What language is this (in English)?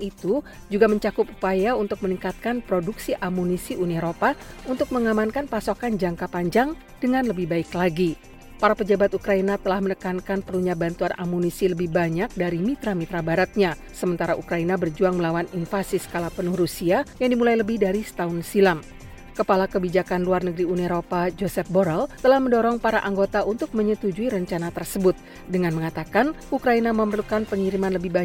Indonesian